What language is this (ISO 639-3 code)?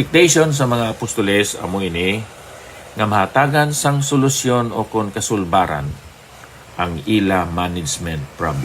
hil